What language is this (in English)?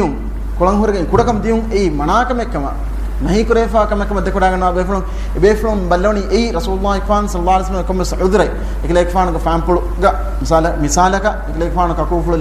Divehi